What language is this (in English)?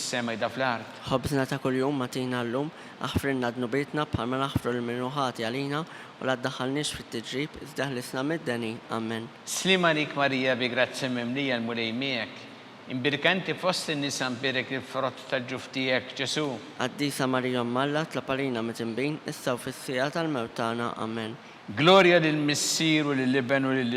Maltese